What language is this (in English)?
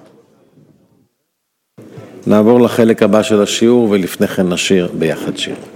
Hebrew